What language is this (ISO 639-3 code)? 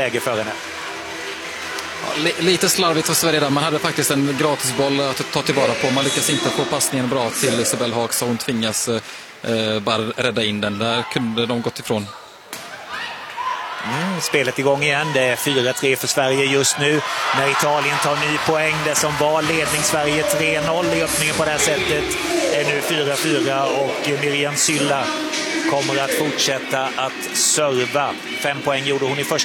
swe